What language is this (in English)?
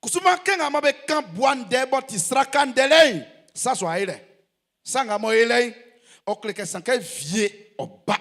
Baoulé